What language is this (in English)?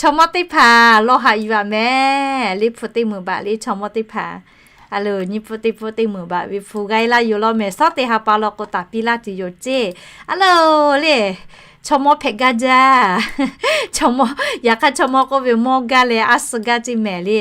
Lahu